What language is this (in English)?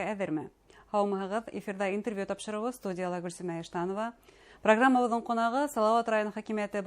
Bashkir